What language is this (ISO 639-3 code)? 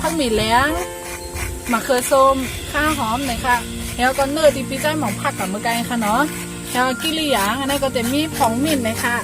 shn